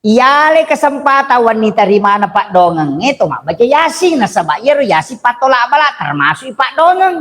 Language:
Buginese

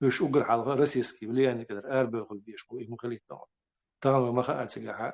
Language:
Chechen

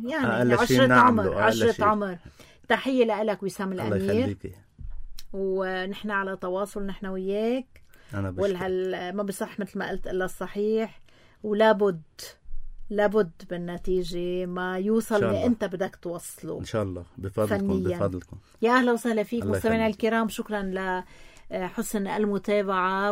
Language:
North Levantine Arabic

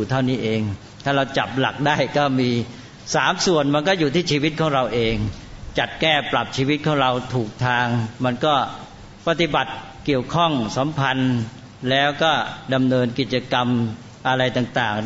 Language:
Thai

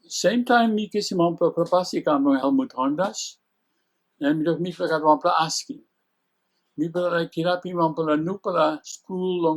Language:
Tok Pisin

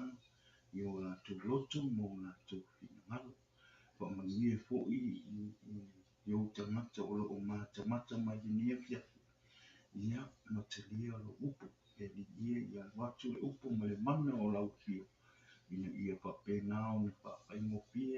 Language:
Samoan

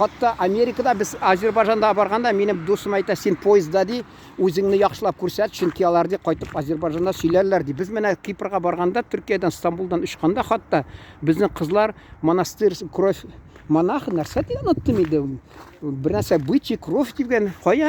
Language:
Tatar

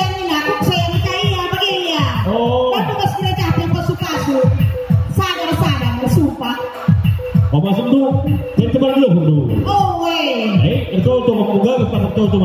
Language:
Batak Karo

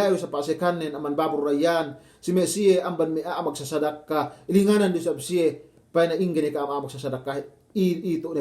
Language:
Yakan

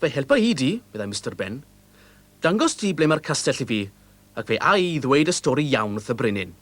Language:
Welsh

